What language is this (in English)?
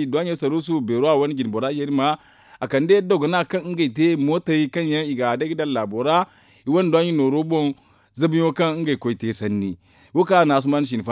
Zarma